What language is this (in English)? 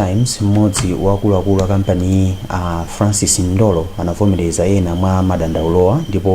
Nyanja